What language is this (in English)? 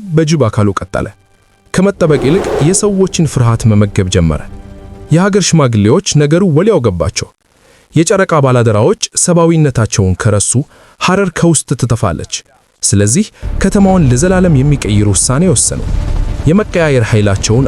Amharic